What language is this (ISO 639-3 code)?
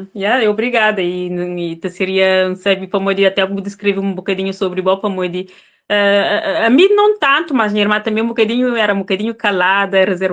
kea